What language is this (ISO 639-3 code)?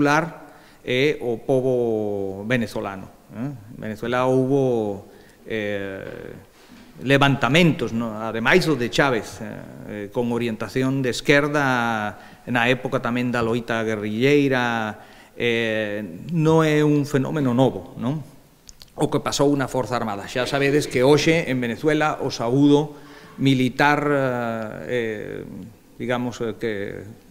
glg